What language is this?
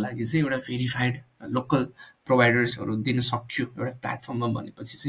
Nepali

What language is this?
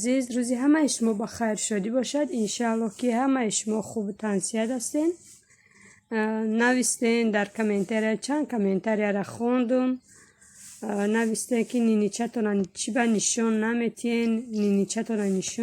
Tajik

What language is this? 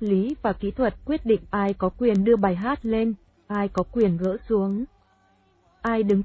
Vietnamese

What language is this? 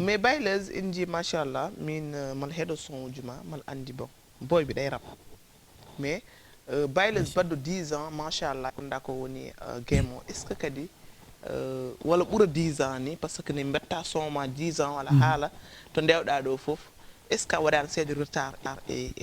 Fula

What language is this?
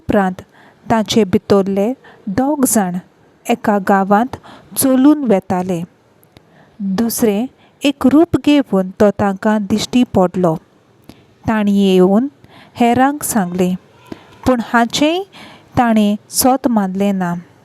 Konkani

